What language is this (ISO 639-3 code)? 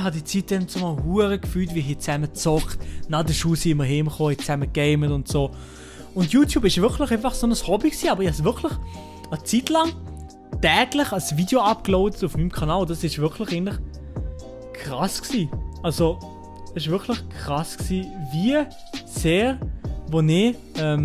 gsw